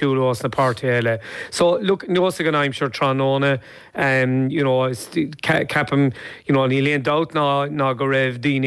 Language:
Irish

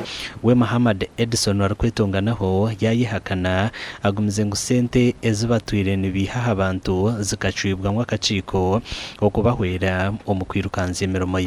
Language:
Nyankole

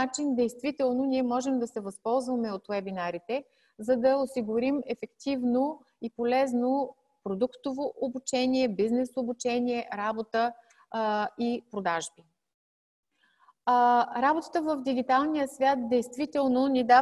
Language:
Bulgarian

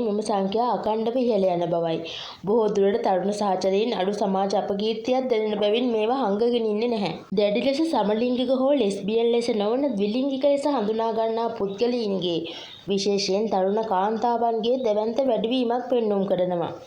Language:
Sinhala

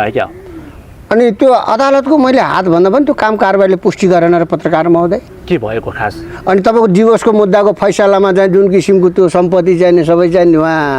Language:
Nepali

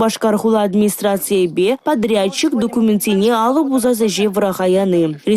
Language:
Chuvash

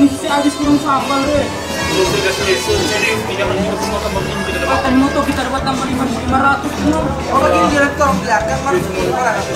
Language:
Manado Malay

